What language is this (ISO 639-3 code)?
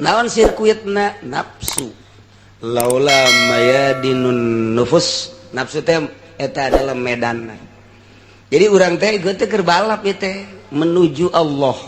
sun